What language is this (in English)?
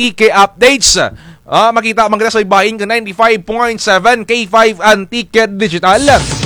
Kinaray-a